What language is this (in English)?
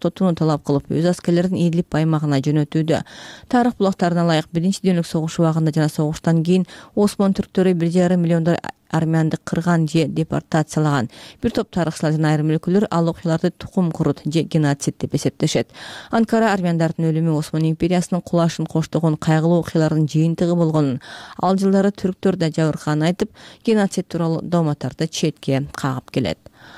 Kyrgyz